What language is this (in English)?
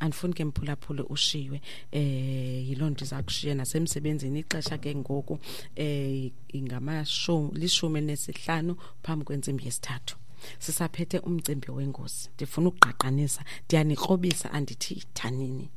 Xhosa